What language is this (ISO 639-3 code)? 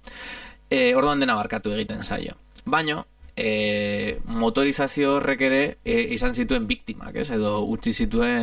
eus